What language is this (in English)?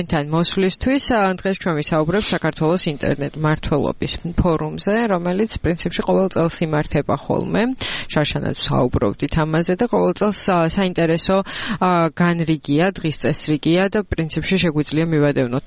Georgian